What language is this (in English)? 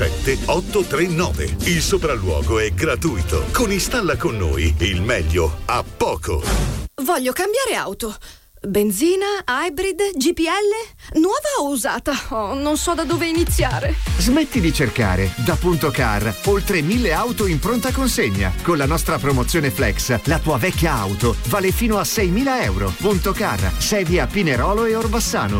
Italian